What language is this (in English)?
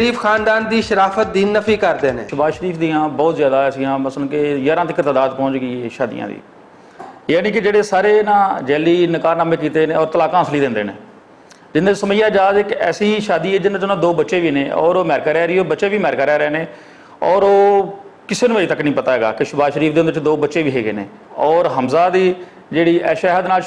Western Panjabi